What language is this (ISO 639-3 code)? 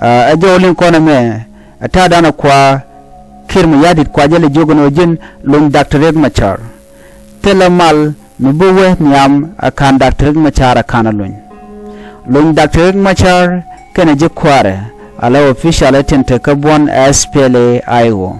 nus